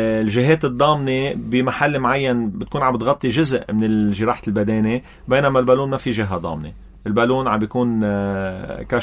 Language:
North Levantine Arabic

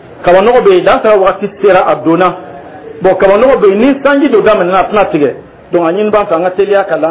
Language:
Dyula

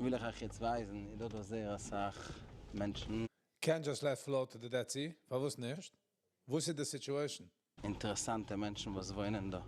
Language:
Yiddish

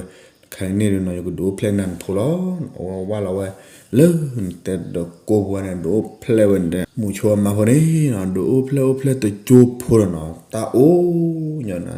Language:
S'gaw Karen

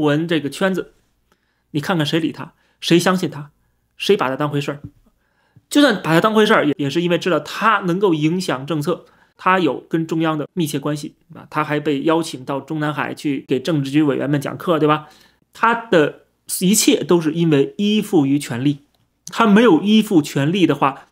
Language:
Chinese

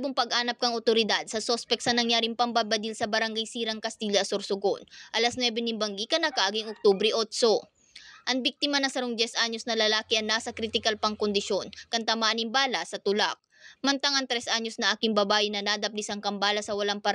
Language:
Bikol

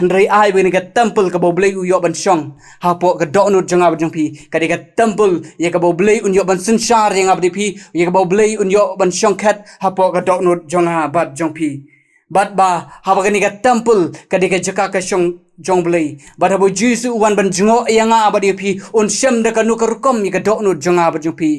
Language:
Khasi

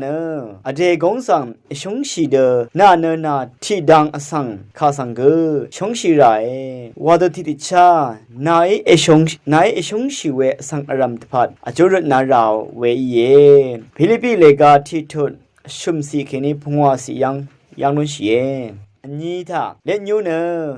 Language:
Rawang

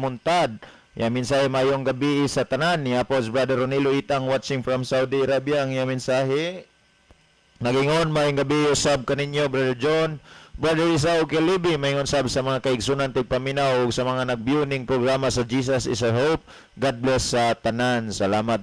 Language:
Cebuano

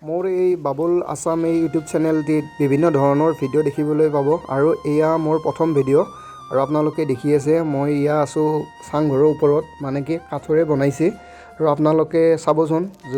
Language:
Assamese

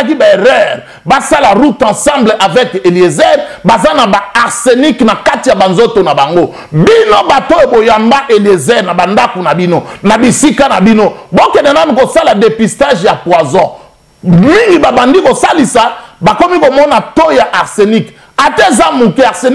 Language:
Lingala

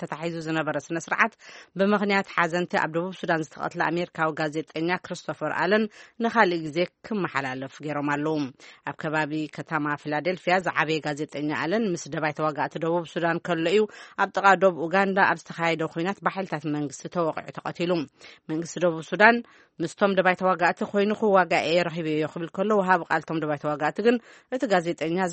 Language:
Tigrinya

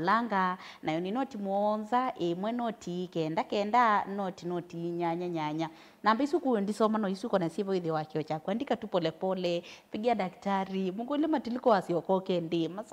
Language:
Kamba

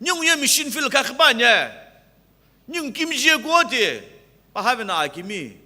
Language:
Sumi Naga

